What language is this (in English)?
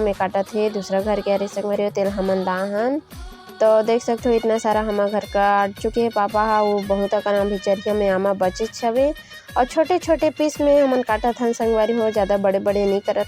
Chhattisgarhi